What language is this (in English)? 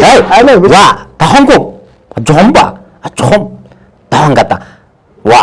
Tigrinya